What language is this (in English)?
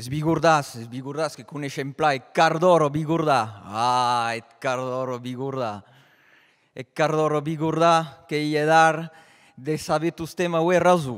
Occitan